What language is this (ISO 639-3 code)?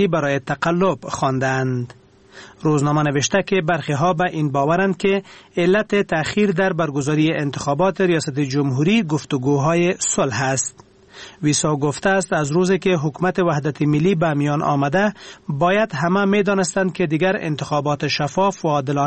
fas